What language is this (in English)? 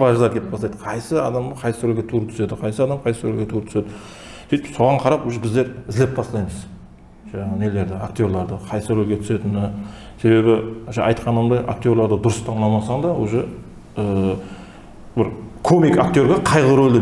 Kara-Kalpak